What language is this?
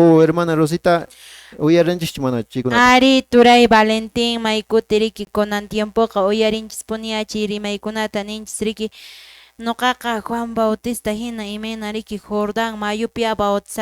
Quechua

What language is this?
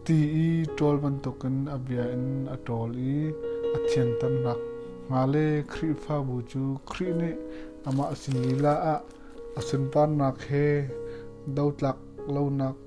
Hakha Chin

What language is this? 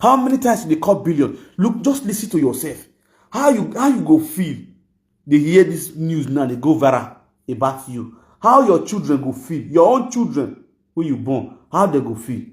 Nigerian Pidgin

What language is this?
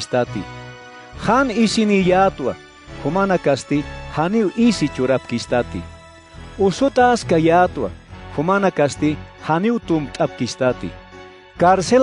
Aymara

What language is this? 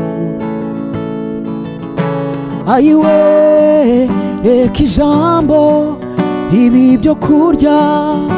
Kinyarwanda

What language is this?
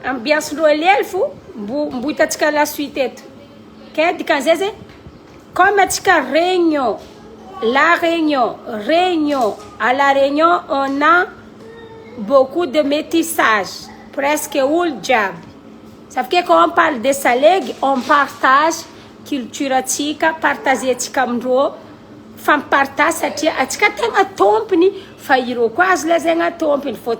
Malagasy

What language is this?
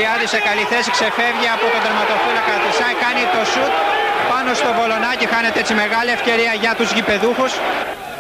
Greek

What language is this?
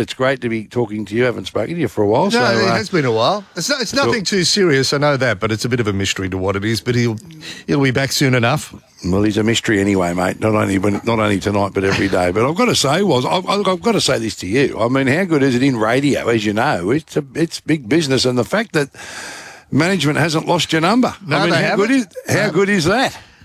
English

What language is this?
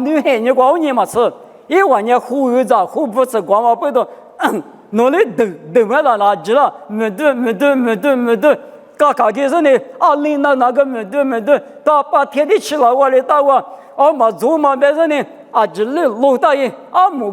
Lisu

